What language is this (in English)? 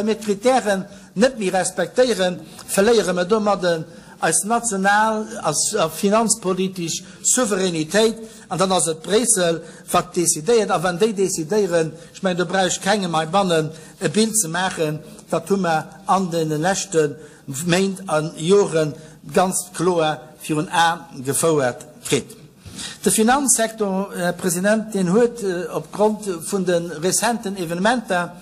Luxembourgish